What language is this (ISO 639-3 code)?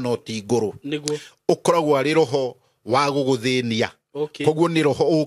kik